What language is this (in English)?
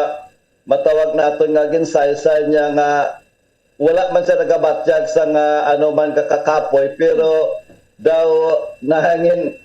Hiligaynon